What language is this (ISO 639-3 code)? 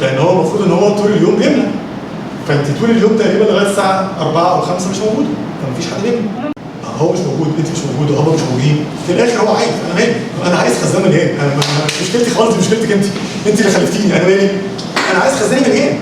arz